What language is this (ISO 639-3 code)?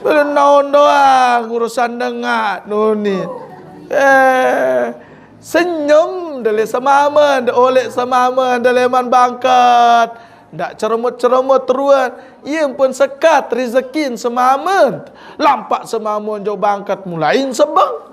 sas